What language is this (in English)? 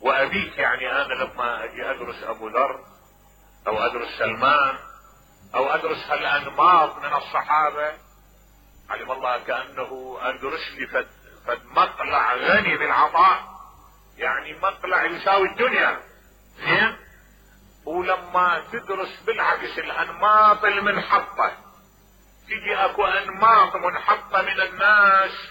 Mesopotamian Arabic